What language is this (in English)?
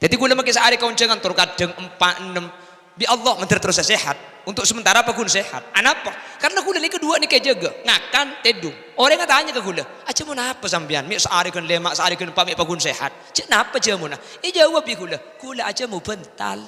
Madurese